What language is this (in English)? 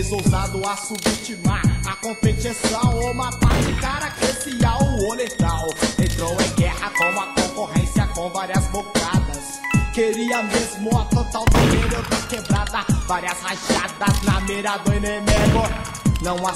Portuguese